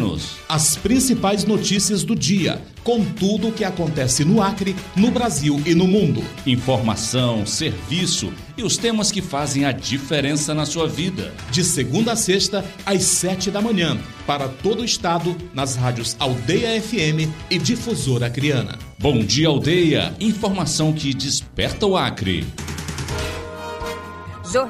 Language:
Portuguese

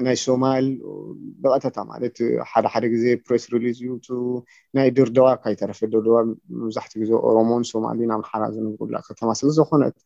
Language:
Tigrinya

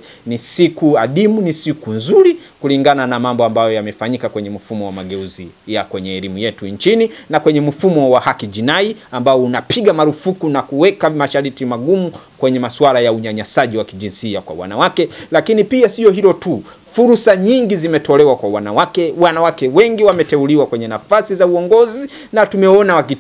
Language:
Swahili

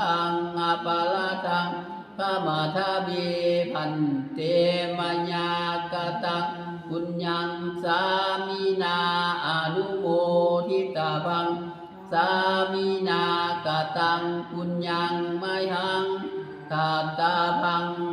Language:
Pali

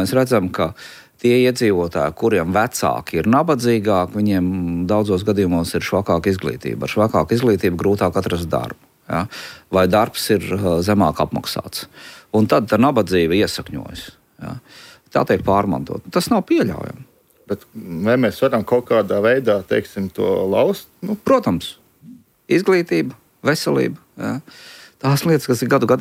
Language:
Latvian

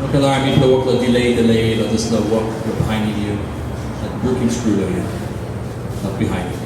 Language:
Tok Pisin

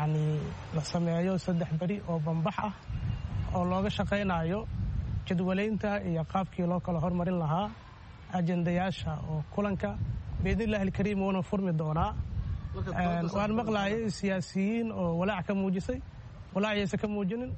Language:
Somali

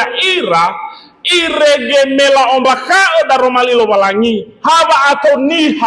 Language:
Nias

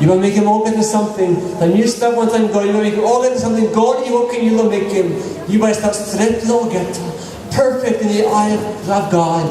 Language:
Tok Pisin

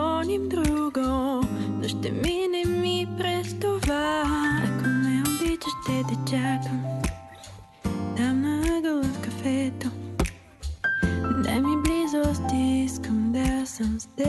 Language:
Bulgarian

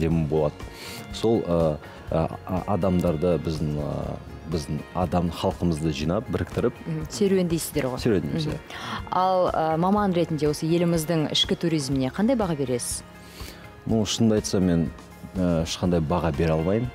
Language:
Kazakh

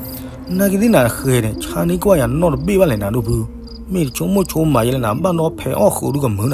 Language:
S'gaw Karen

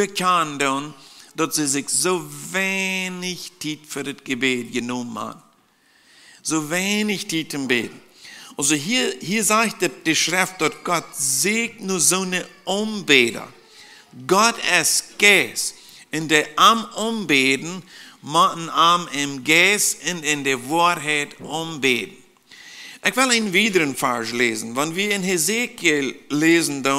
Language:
Plautdietsch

